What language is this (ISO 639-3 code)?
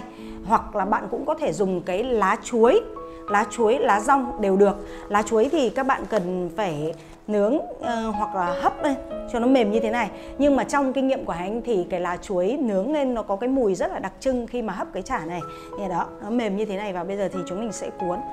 vie